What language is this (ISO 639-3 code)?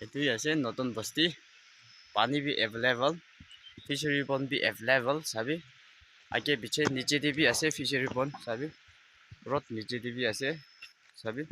nag